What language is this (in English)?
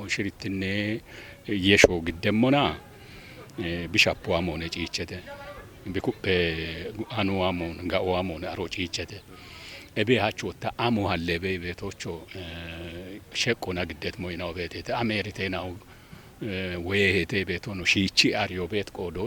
Kafa